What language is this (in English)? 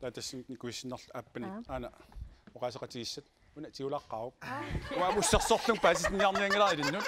Kalaallisut